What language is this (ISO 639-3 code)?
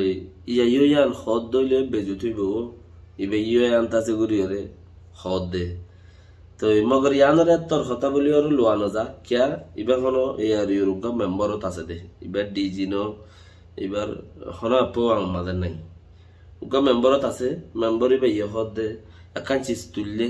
rhg